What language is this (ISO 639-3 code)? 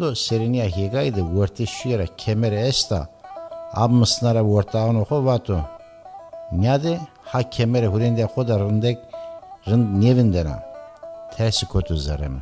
zza